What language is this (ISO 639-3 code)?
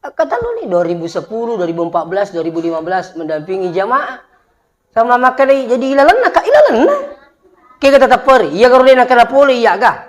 bug